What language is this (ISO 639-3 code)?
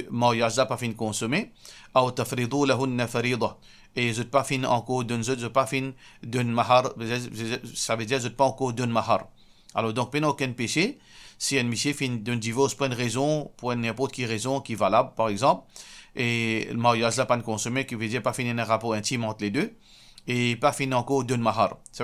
mfe